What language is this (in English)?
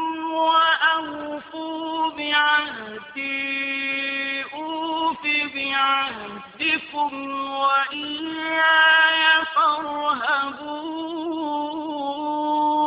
Arabic